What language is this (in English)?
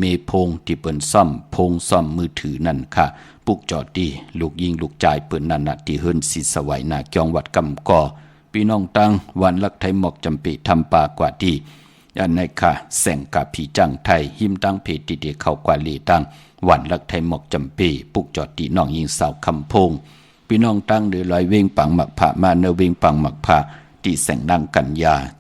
Shan